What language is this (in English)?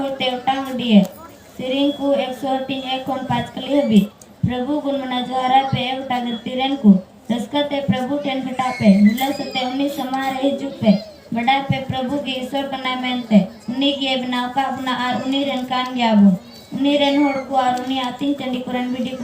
Santali